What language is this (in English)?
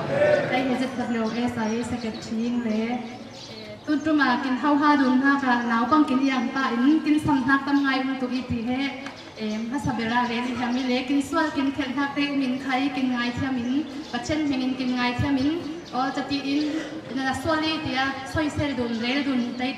Falam Chin